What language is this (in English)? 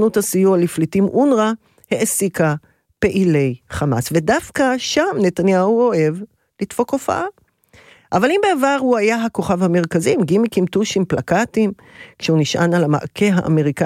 Hebrew